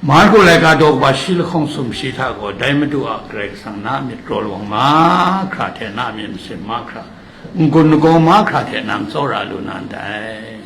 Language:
Kachin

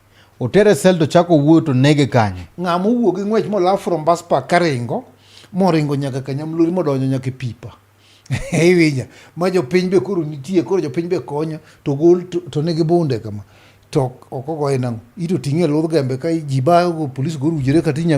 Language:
Luo (Kenya and Tanzania)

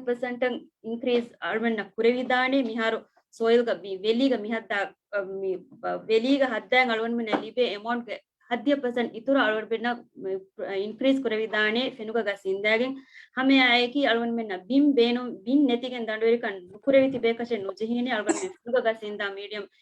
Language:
Divehi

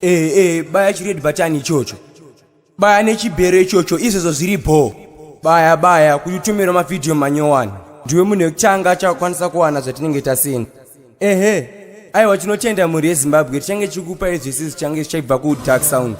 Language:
Shona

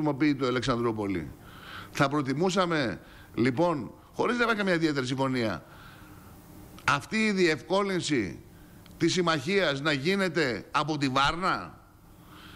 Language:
Greek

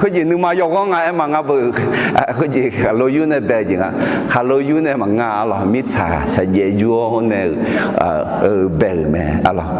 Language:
Akha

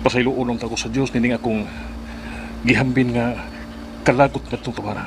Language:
Cebuano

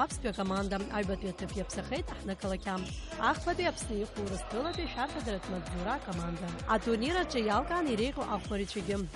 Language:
Abkhazian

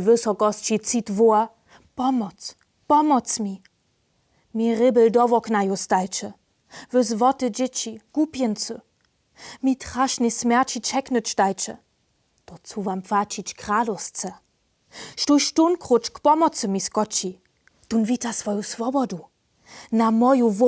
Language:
Upper Sorbian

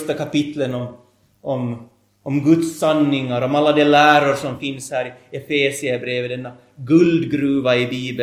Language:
Swedish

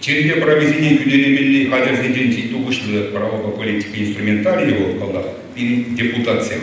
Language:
Chuvash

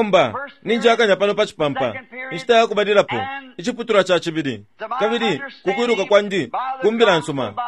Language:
Bemba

